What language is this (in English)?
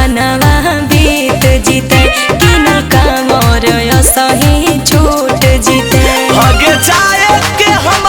Magahi